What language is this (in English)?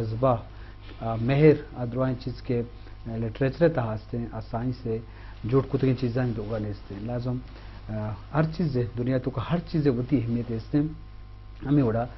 Eastern Balochi